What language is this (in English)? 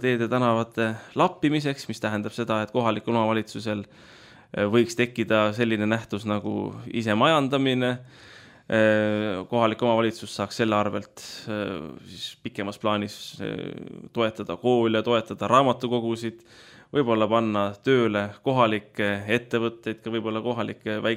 Estonian